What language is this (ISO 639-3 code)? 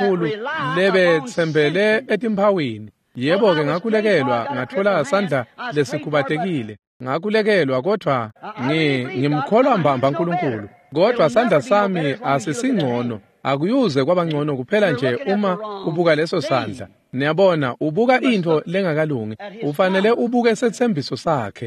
ssw